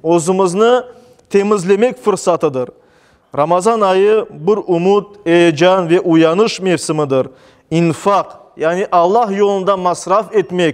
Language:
Crimean Tatar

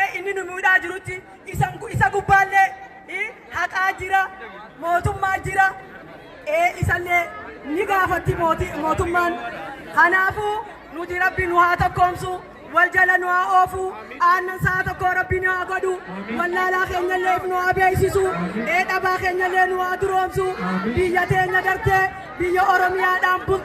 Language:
Oromo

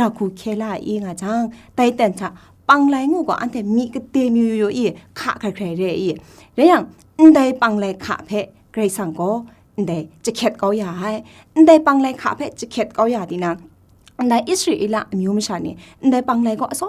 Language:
Kachin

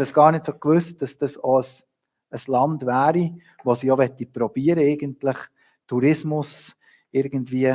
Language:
Swiss German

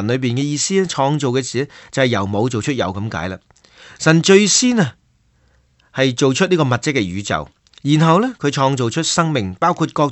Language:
Cantonese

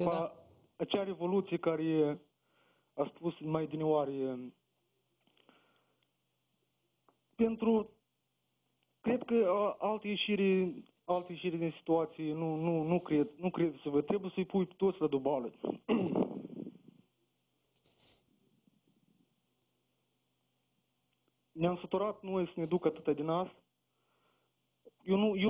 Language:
Romanian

